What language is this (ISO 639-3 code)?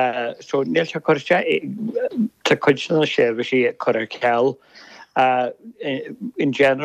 gle